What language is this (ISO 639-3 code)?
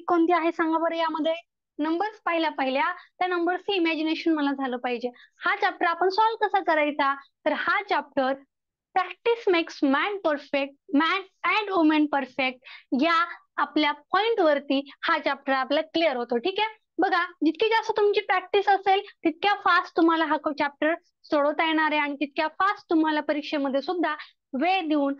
mar